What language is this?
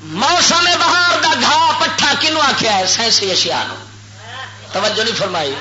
Western Panjabi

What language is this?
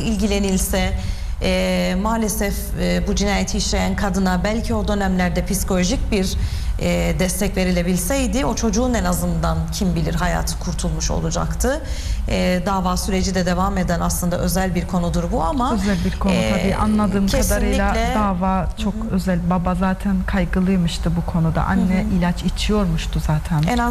Turkish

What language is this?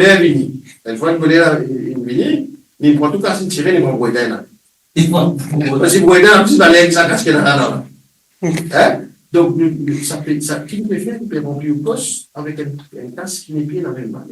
Morisyen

